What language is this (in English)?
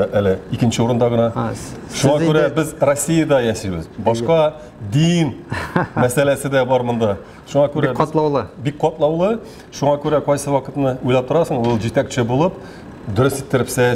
Tatar